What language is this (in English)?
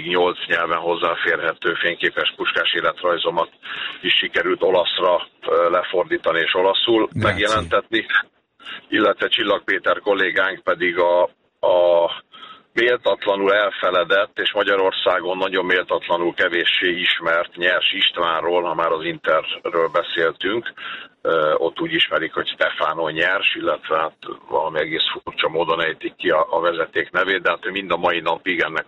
Hungarian